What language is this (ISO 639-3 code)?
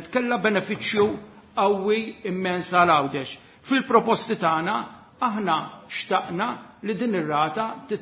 mlt